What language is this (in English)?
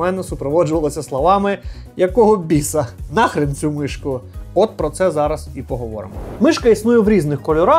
Ukrainian